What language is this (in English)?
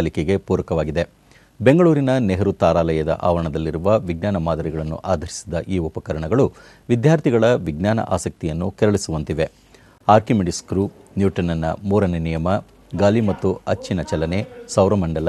Kannada